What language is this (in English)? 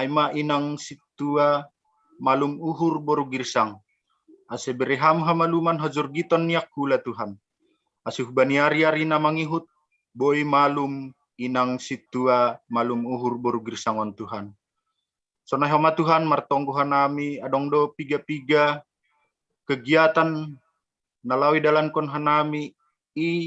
Batak Simalungun